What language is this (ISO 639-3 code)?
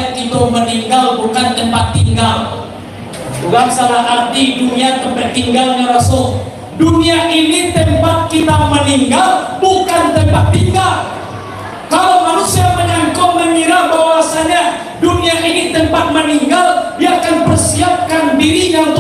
min